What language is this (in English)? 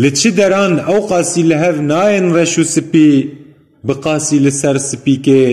Kurdish